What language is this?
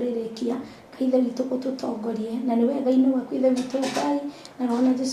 Kikuyu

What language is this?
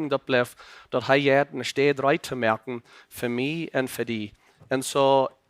Plautdietsch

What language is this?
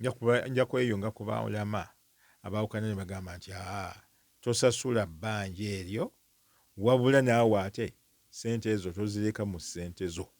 Ganda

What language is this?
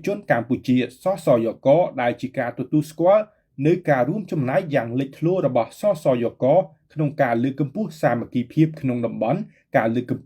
Khmer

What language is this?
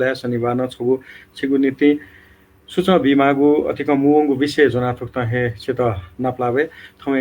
Newari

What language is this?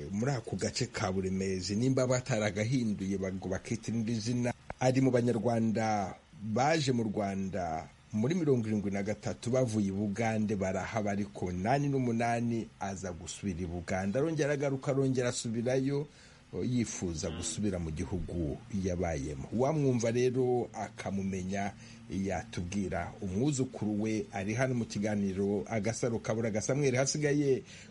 Kinyarwanda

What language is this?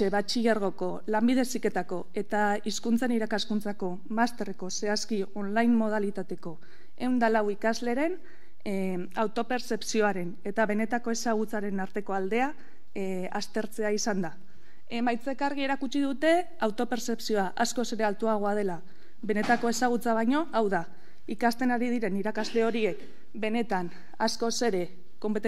Basque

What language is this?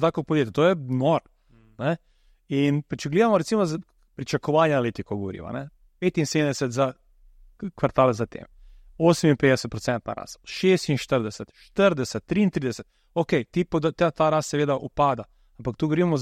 Slovenian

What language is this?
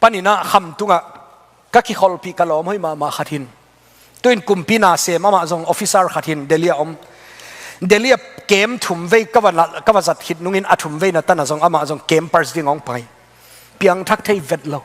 Tedim Chin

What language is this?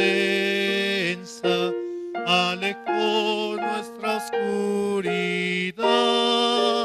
Aymara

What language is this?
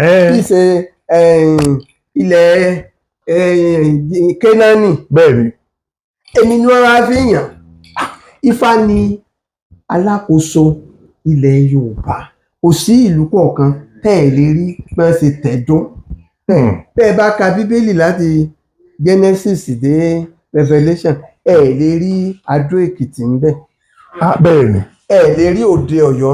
Yoruba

